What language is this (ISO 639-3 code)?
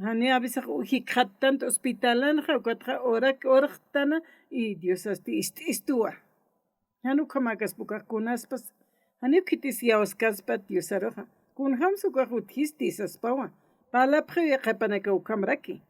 aym